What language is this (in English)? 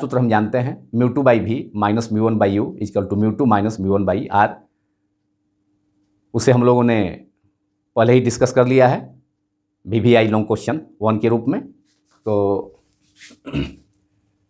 Hindi